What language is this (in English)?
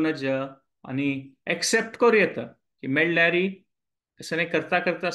Konkani